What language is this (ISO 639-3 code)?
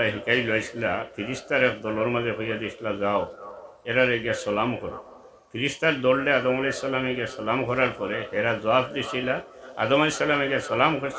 syl